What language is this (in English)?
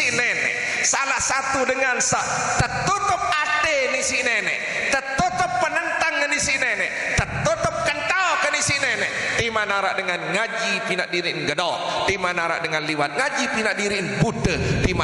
Sasak